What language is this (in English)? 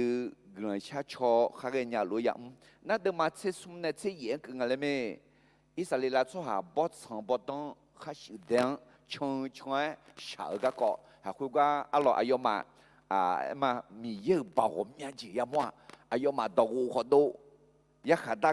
Akha